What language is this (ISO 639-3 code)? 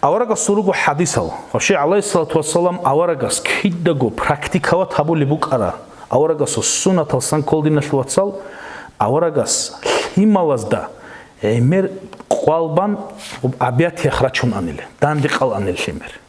ava